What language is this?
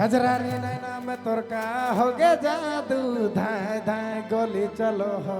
Sadri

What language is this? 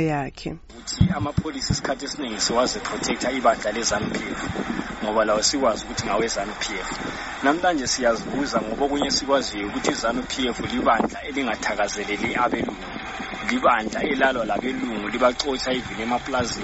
North Ndebele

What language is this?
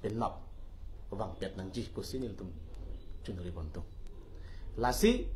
Karbi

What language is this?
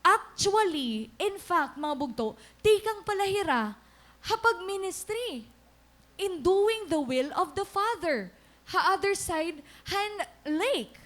Waray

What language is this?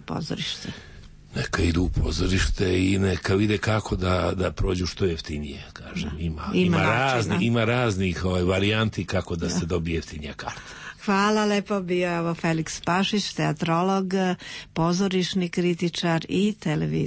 Serbian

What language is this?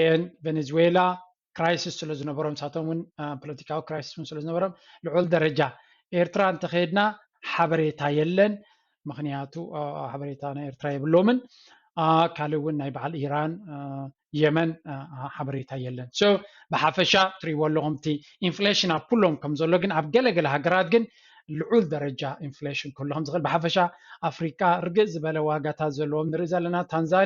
Tigrinya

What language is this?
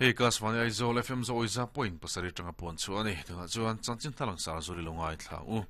Mizo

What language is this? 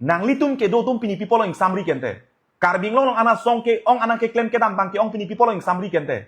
Karbi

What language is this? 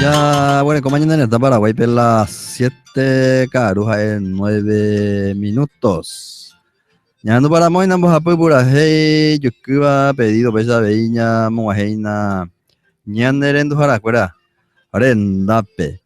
Guarani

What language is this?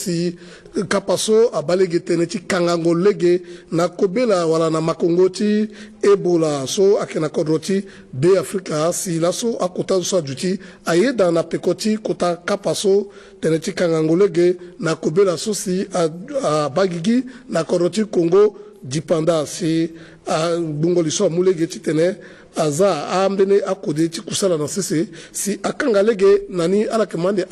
Sango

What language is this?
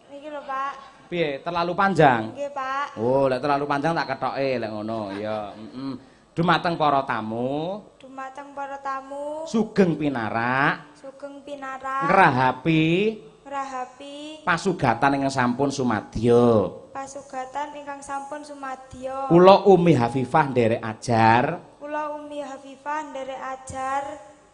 Javanese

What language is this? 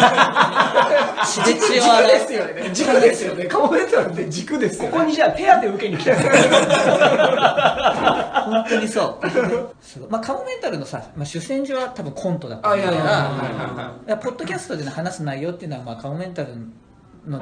Japanese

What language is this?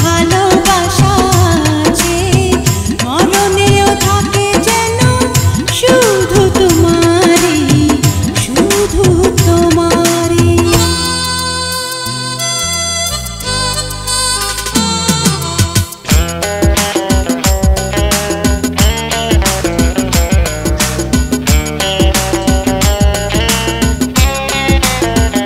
Bangla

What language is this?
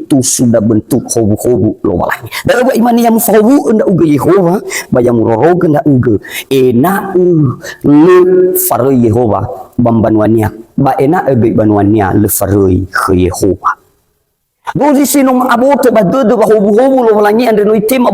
Nias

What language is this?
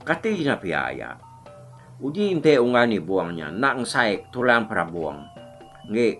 Iban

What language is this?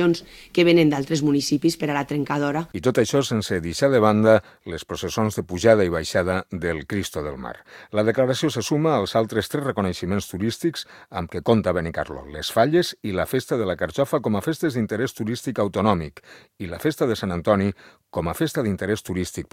Catalan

